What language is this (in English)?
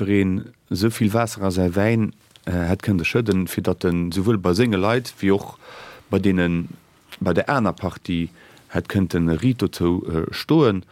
Luxembourgish